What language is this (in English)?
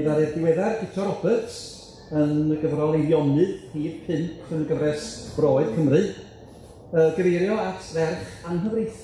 Welsh